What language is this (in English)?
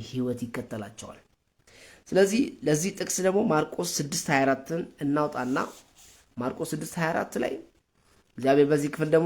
Amharic